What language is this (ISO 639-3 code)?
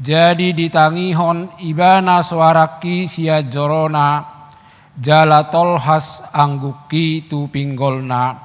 bbc